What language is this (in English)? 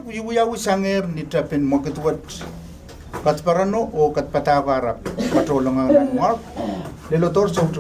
Pohnpeian